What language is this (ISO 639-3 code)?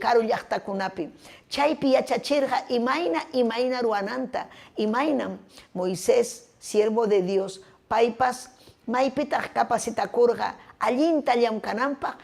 quy